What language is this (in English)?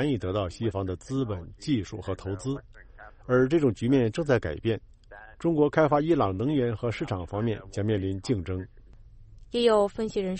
Chinese